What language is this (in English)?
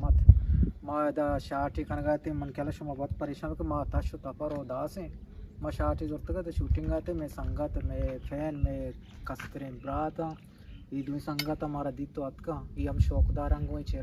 Eastern Balochi